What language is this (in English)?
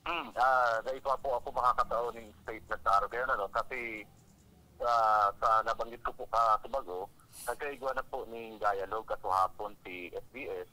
Bikol